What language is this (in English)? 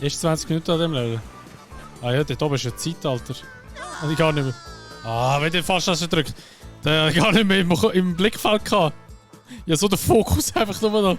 Swiss German